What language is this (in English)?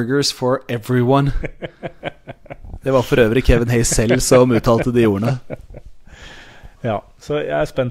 Norwegian